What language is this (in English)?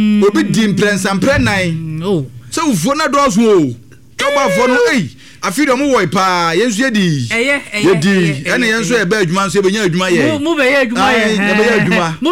Akan